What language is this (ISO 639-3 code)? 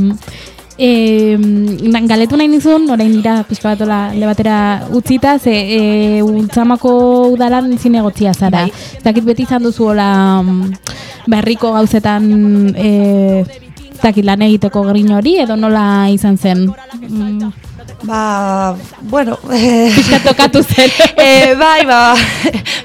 eus